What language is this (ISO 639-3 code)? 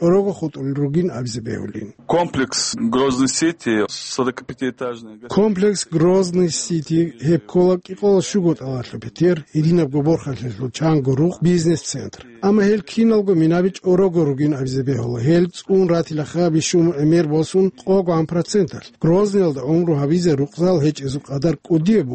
ava